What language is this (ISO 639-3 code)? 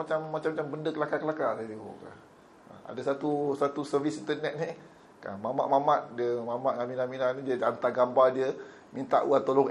msa